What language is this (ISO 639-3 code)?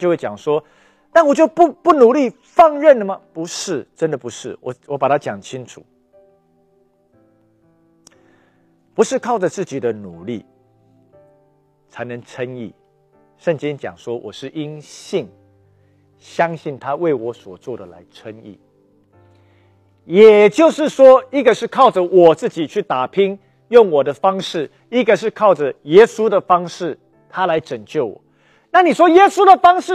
zho